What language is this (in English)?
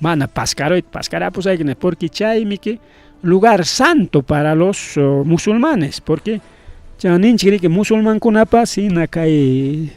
Ayacucho Quechua